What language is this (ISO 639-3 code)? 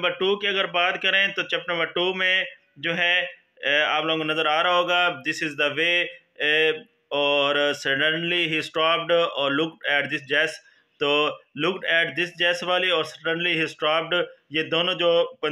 hin